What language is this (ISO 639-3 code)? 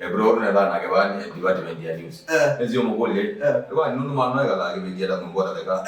kam